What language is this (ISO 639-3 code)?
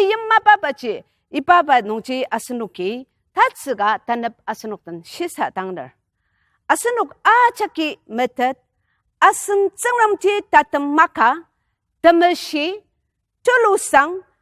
njo